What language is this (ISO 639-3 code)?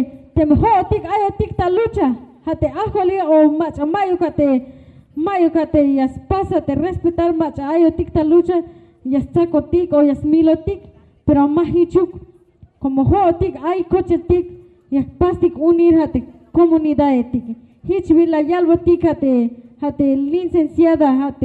tzh